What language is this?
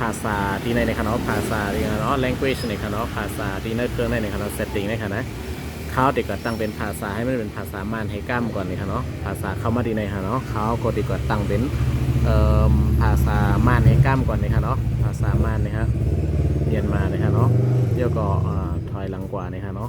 Shan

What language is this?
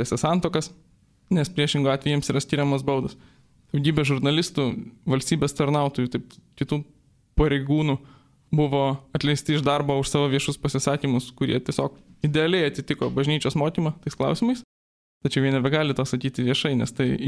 Lithuanian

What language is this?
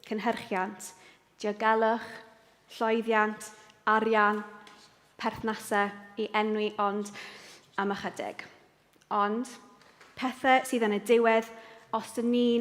Welsh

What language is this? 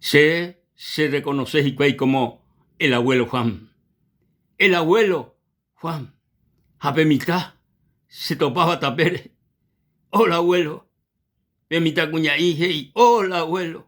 Guarani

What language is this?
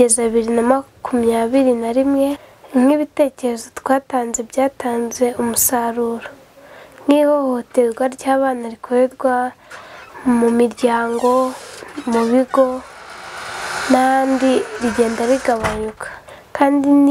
Kinyarwanda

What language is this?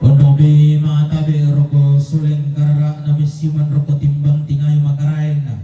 Toraja-Sa'dan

